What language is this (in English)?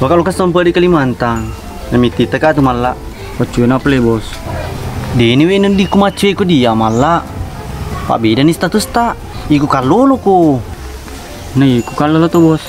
Buginese